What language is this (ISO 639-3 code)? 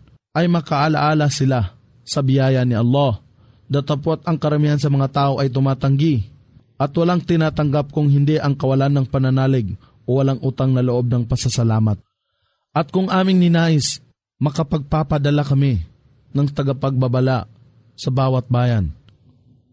fil